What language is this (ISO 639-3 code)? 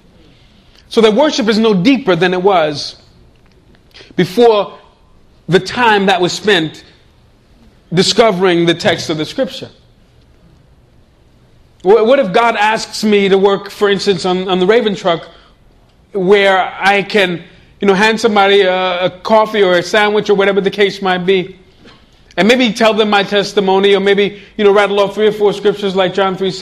eng